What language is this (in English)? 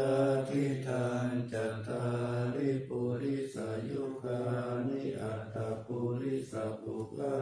Pali